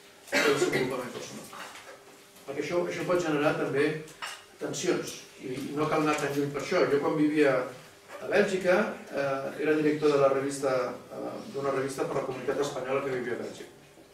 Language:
Catalan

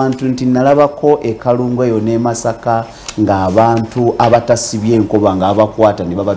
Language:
Ganda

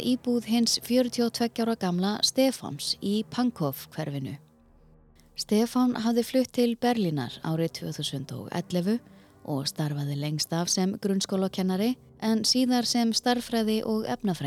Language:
Icelandic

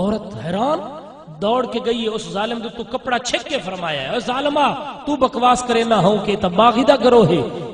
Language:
Saraiki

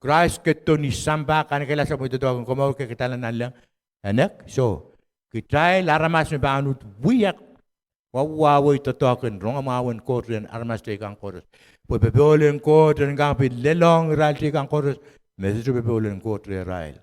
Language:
Pohnpeian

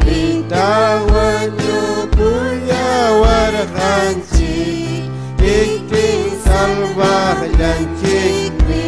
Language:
Ayacucho Quechua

